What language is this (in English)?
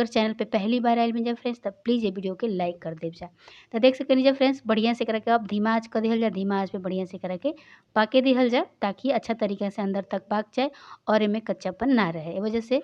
Bhojpuri